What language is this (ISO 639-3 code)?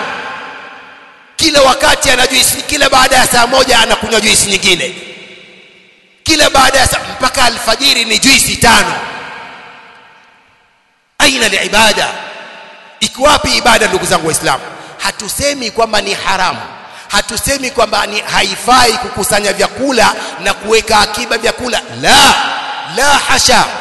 swa